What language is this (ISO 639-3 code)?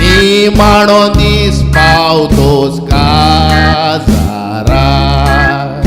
kok